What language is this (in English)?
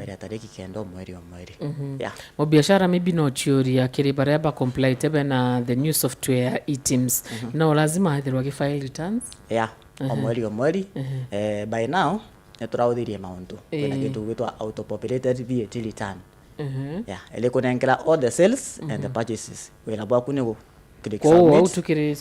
Meru